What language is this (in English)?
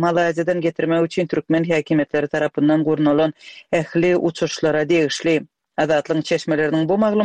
Turkmen